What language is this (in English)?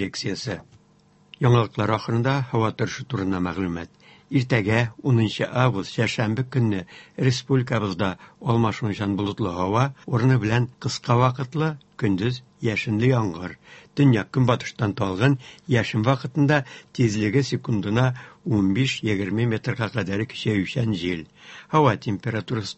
Tatar